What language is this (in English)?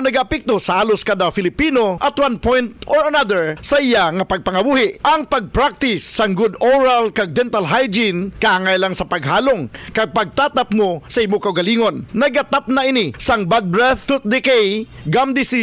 Hiligaynon